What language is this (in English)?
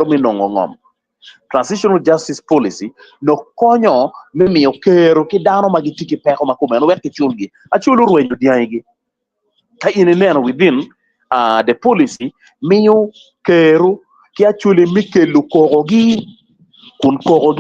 Acoli